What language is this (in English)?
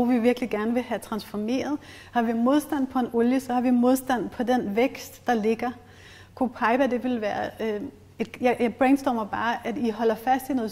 Danish